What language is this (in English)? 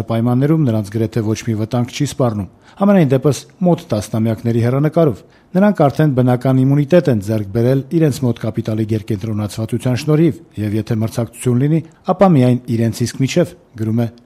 Armenian